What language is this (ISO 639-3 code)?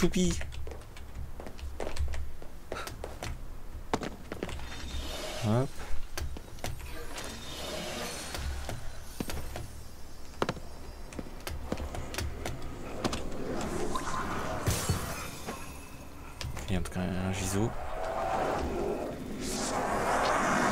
fra